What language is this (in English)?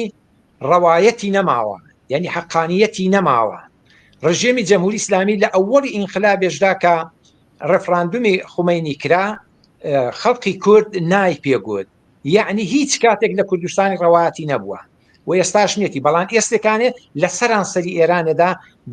Central Kurdish